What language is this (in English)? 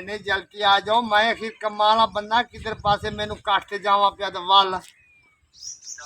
Saraiki